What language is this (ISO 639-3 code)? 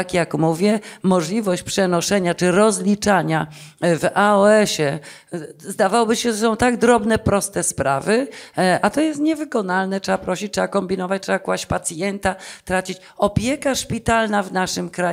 pol